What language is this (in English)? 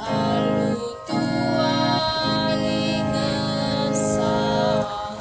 Batak Karo